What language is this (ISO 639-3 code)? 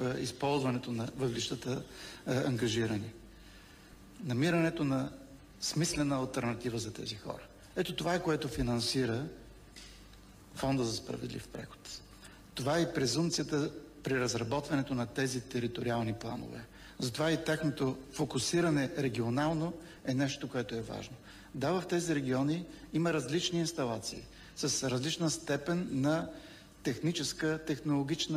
bul